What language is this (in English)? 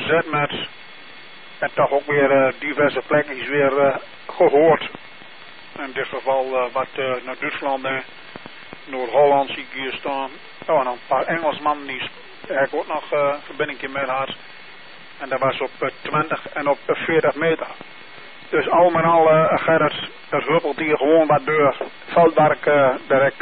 Dutch